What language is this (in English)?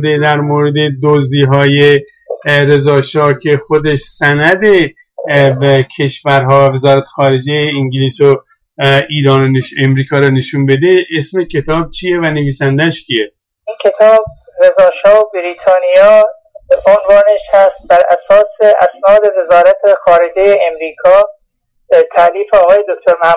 Persian